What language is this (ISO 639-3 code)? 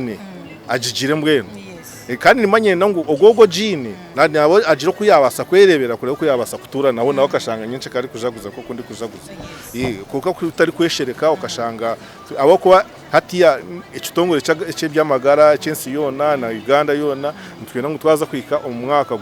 nyn